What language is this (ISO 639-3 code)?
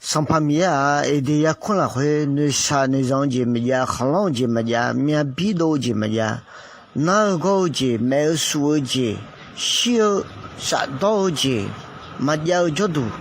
ahk